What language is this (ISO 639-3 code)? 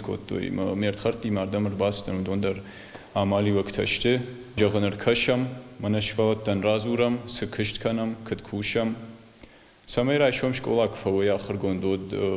oss